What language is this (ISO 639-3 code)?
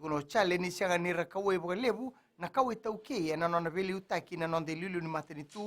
fij